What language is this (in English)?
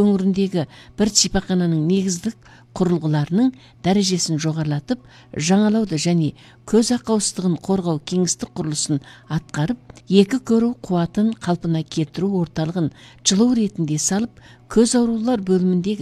Kazakh